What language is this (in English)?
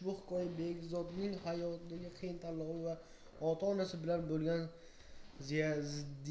Uzbek